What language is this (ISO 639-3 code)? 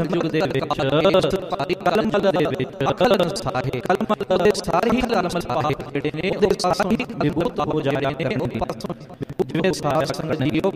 pan